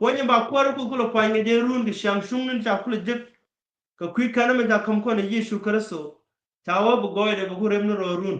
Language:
Nuer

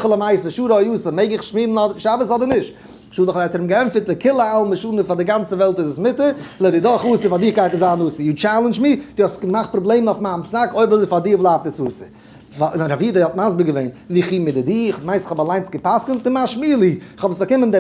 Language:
Yiddish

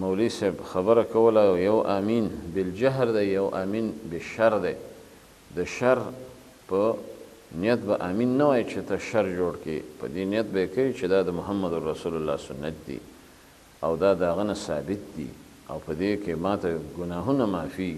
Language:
Pashto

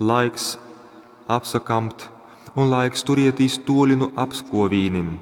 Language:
Latgalian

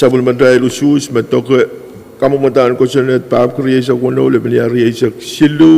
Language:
Pohnpeian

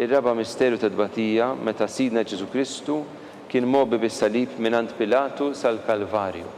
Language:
Maltese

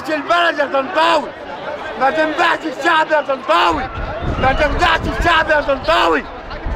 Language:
Egyptian Arabic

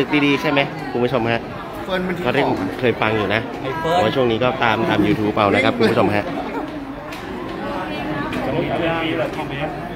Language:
Thai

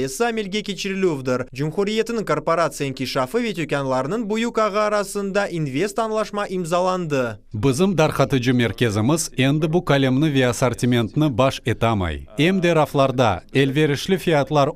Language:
Crimean Tatar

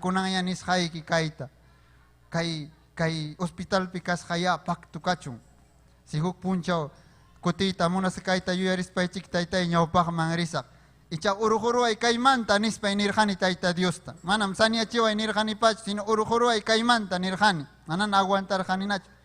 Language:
Ayacucho Quechua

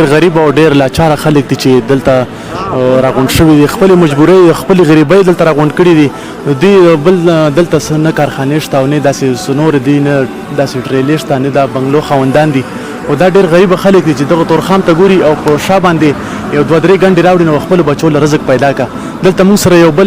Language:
Pashto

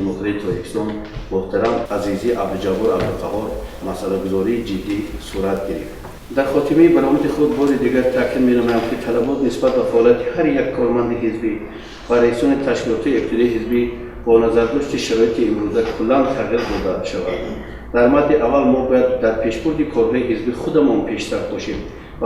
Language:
Tajik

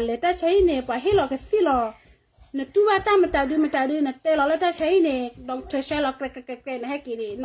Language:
S'gaw Karen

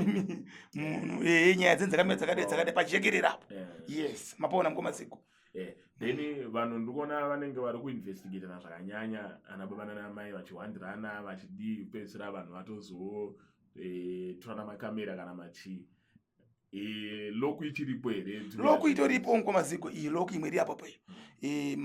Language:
Shona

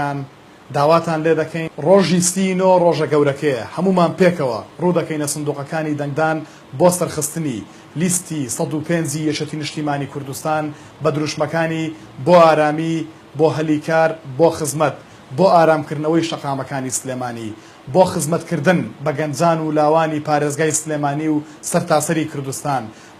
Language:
Central Kurdish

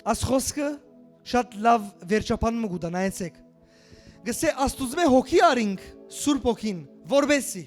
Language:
Western Armenian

